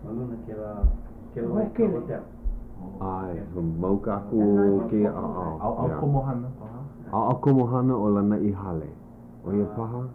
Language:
Hawaiian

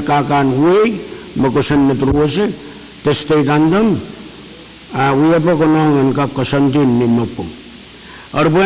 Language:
Pohnpeian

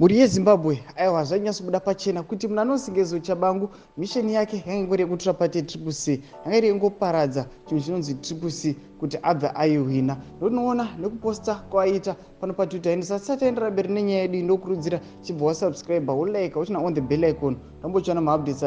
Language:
Shona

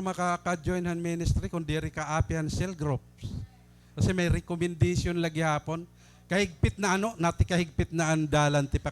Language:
Waray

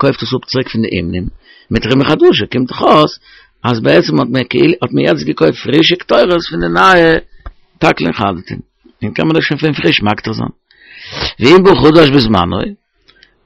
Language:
Yiddish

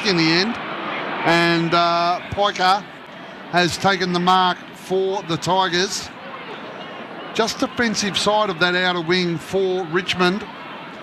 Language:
English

